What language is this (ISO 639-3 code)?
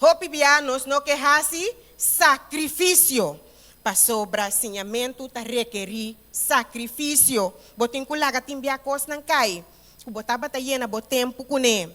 pap